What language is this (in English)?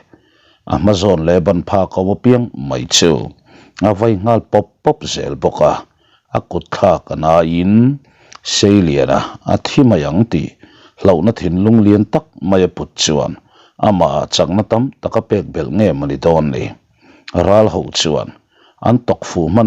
Mizo